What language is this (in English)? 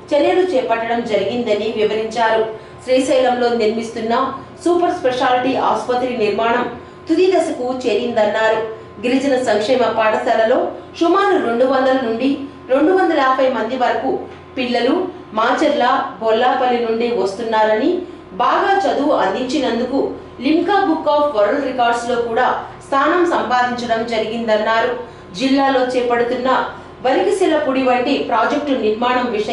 Telugu